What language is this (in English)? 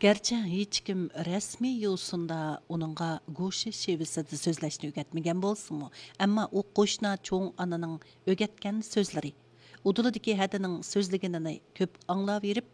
Uyghur